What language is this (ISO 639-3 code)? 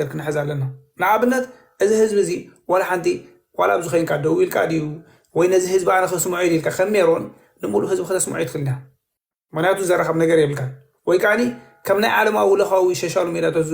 tir